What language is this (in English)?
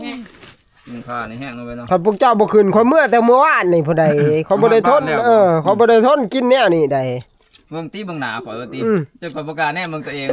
Northeastern Thai